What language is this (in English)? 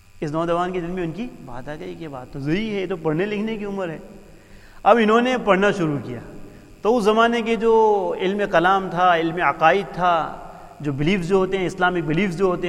Urdu